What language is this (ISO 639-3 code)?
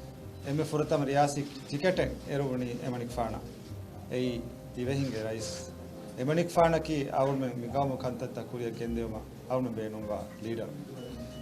div